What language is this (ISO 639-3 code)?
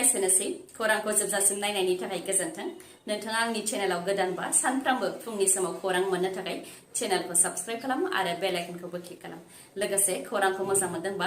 brx